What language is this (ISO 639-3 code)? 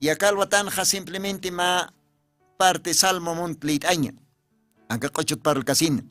aym